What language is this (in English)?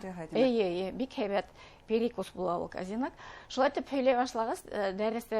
Bashkir